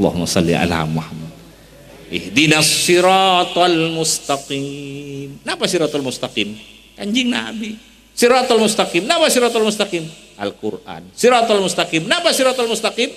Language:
Madurese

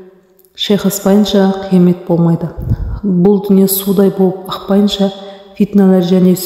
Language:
Kazakh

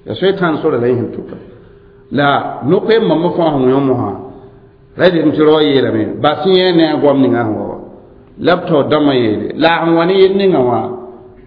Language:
Mossi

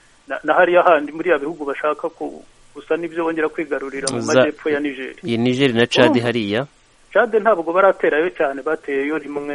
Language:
Kinyarwanda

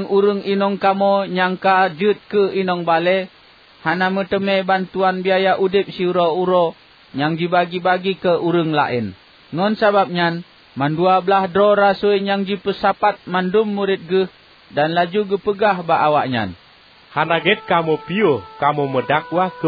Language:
Achinese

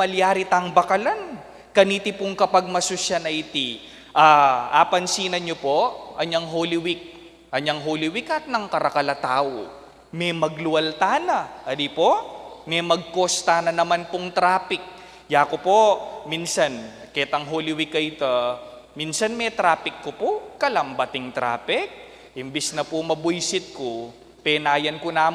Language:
Pampanga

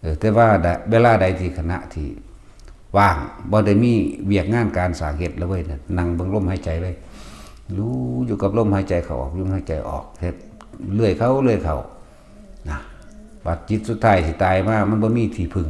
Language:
Northeastern Thai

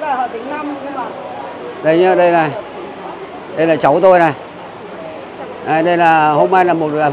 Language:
Vietnamese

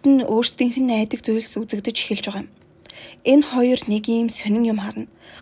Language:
Mongolian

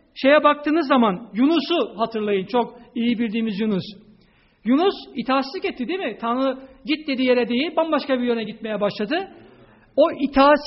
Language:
Turkish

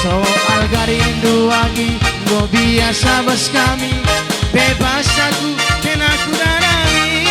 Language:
Batak Karo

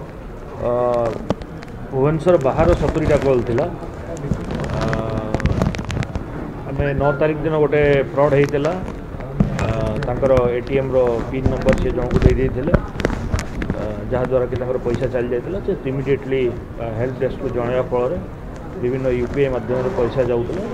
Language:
Odia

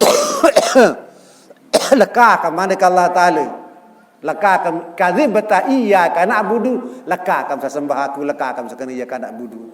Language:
Sasak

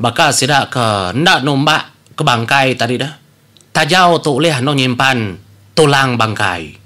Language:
Iban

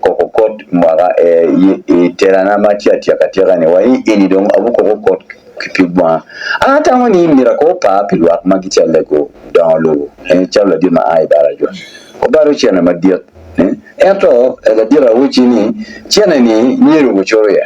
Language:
Acoli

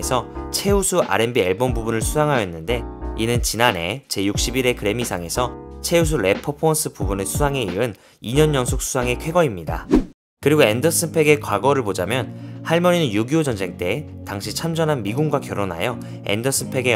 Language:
Korean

